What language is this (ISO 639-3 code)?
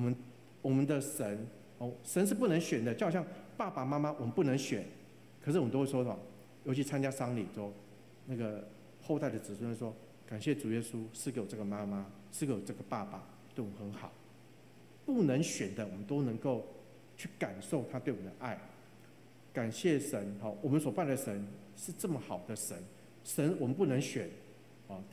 zho